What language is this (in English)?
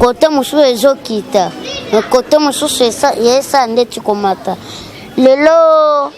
Lingala